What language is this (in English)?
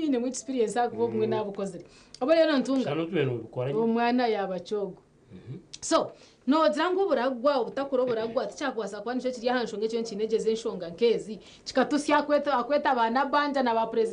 Nyankole